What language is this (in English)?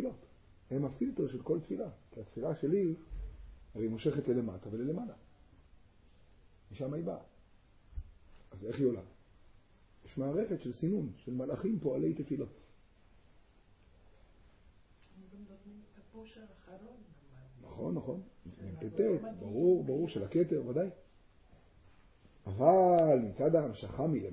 Hebrew